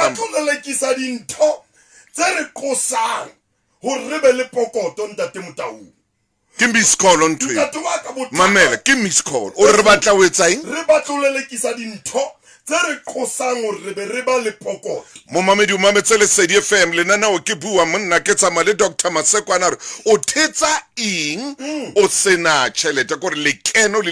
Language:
Southern Sotho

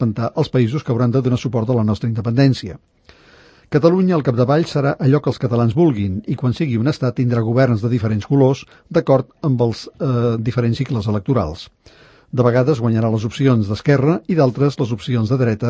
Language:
Catalan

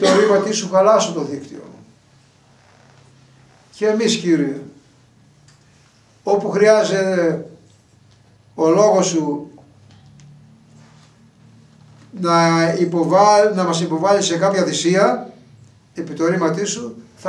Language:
Greek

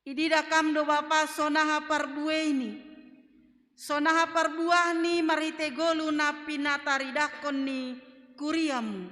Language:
Batak Simalungun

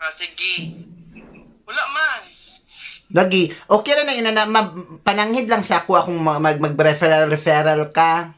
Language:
Cebuano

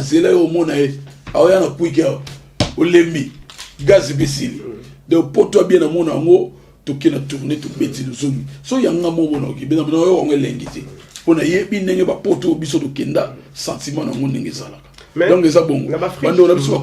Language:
Lingala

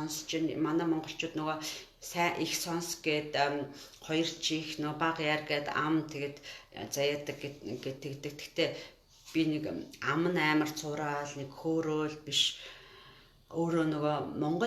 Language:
Mongolian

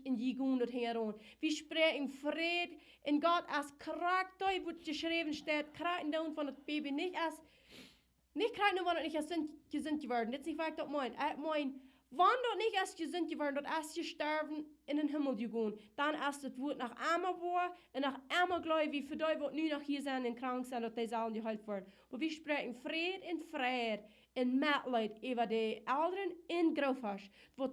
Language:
Plautdietsch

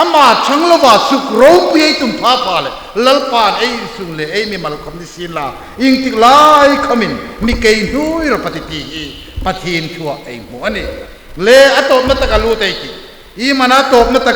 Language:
Hmar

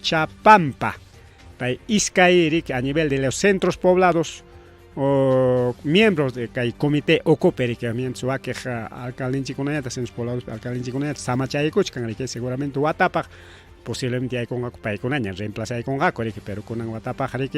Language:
Ayacucho Quechua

